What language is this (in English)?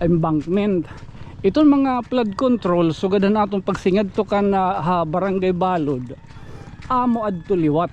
Waray